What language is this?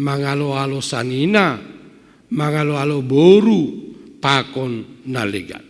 Batak Simalungun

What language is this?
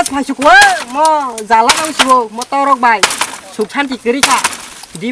Kok Borok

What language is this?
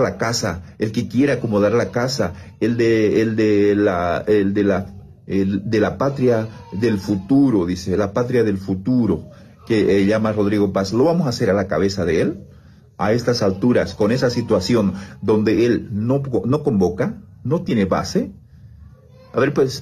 Spanish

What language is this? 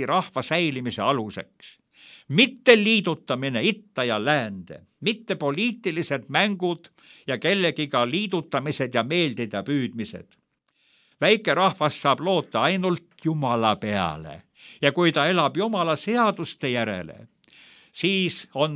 Estonian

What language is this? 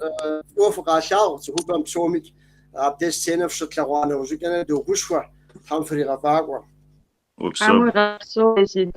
Kabardian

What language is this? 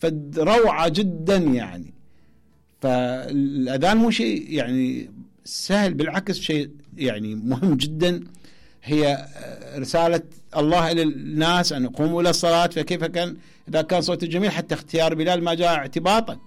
Mesopotamian Arabic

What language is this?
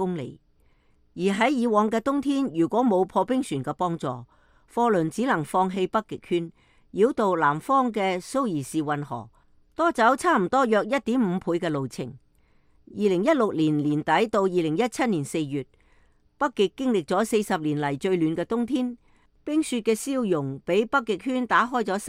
Cantonese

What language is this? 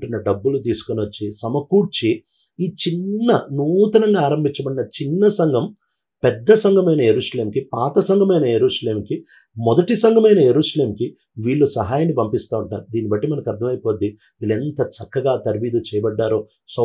Telugu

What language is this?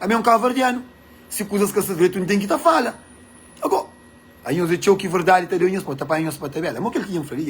Kabuverdianu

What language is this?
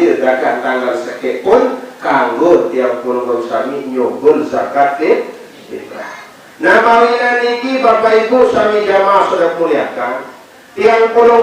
Sasak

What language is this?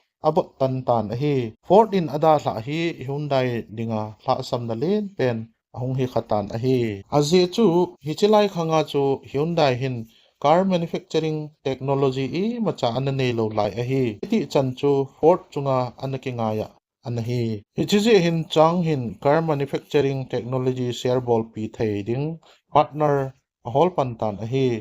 Thado Chin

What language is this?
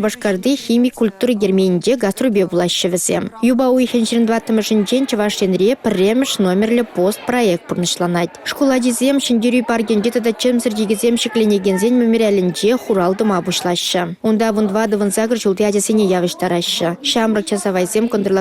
Chuvash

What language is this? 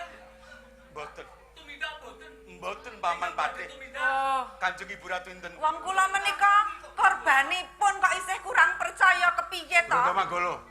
Javanese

